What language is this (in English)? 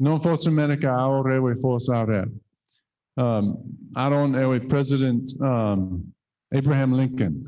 Chuukese